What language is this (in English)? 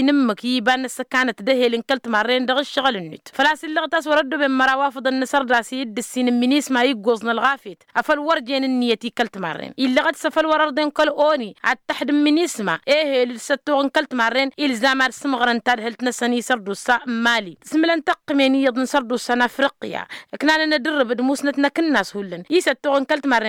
Tamasheq